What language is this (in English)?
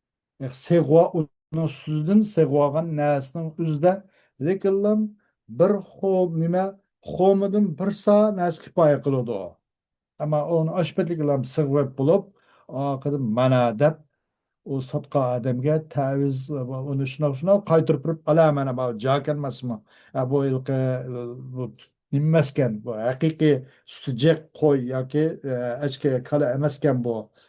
Uyghur